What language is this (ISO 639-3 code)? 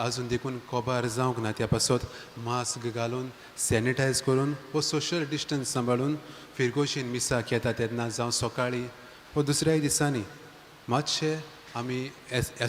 kok